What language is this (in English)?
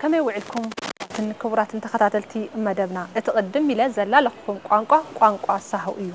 Tigrinya